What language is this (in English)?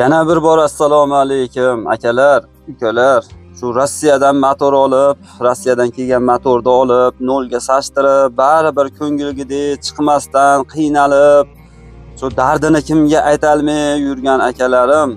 Uzbek